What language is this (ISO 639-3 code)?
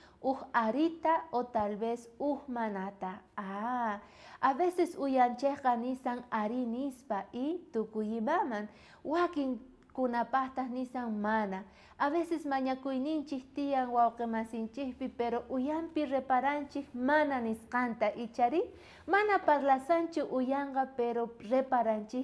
quh